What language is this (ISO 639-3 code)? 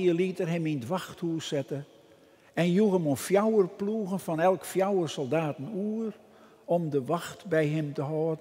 fry